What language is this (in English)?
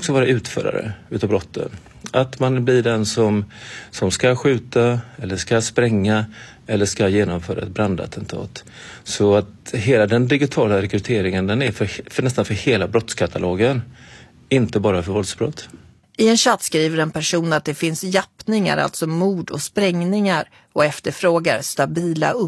Swedish